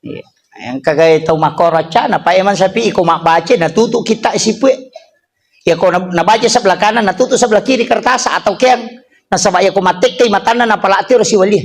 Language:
Buginese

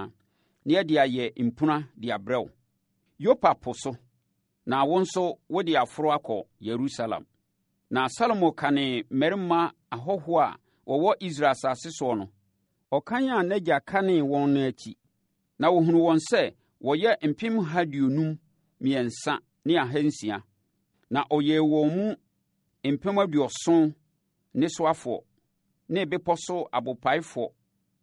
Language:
Akan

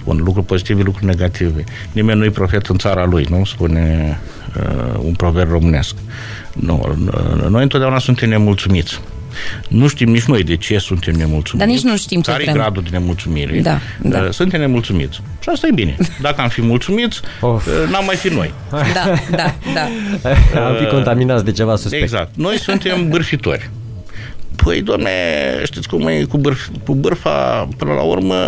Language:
Romanian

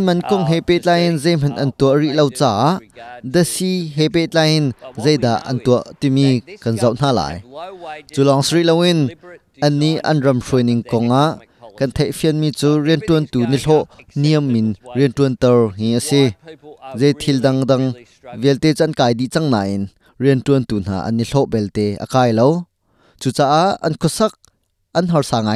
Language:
Hakha Chin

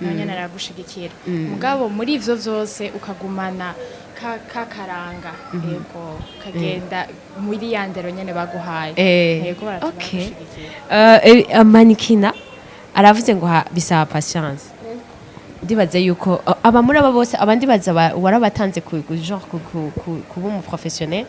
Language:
Rundi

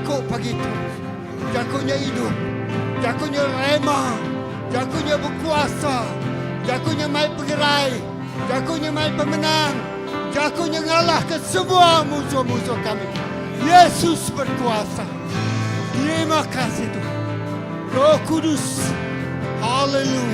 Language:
Iban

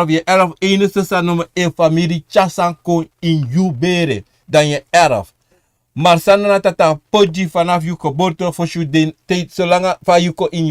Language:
Sranan Tongo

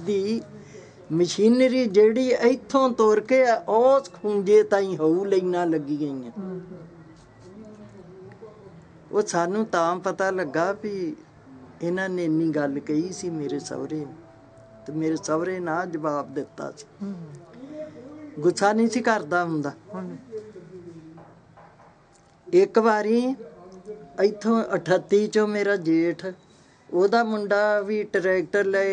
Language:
Punjabi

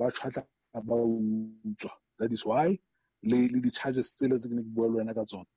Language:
Southern Sotho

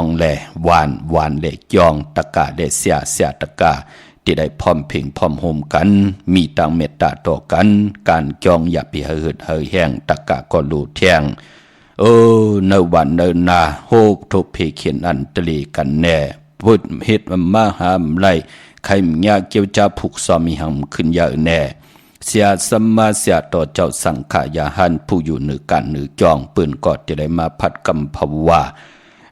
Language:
Shan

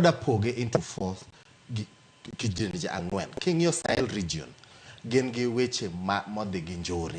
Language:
Luo (Kenya and Tanzania)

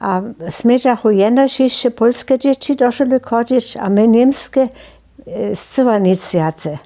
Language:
Upper Sorbian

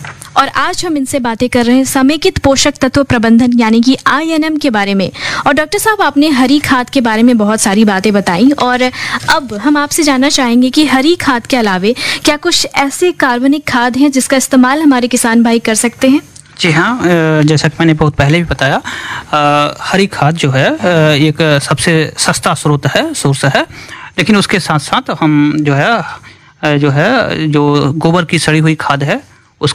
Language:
Hindi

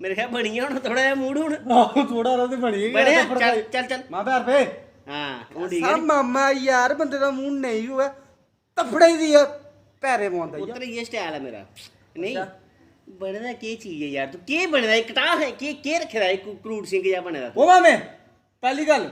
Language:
Dogri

